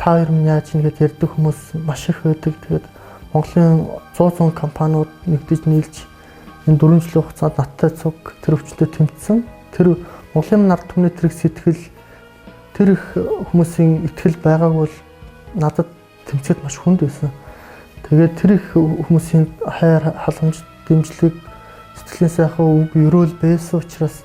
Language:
Mongolian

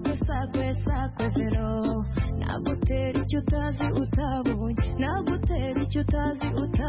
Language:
Kinyarwanda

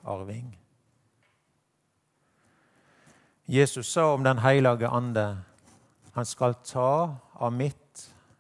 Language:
Norwegian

